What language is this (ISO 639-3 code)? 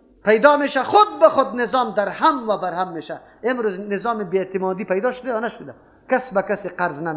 fas